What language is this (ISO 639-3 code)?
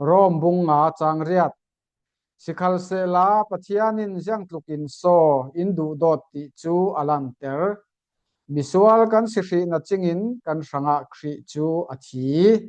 cfm